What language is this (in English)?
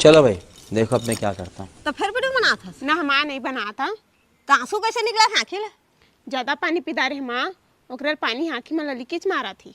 Chhattisgarhi